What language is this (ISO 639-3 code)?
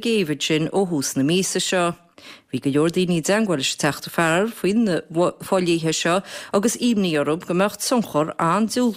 gle